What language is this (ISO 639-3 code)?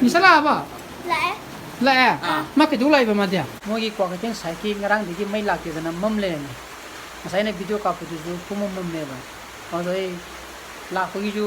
mni